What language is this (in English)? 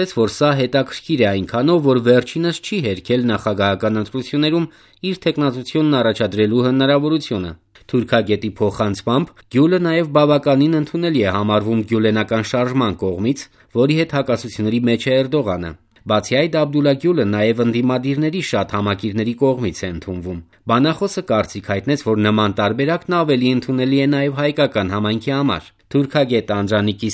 Armenian